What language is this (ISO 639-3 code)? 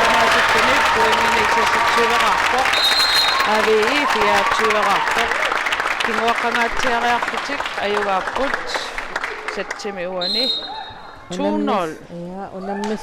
kal